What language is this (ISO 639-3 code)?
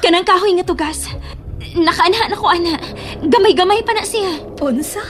ceb